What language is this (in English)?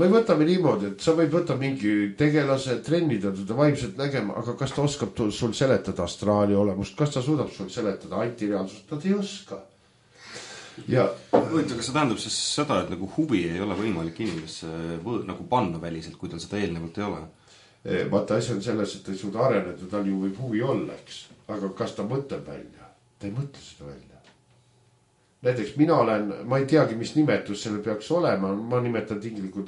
Estonian